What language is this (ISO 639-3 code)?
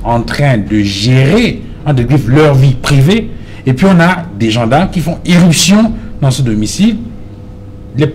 fra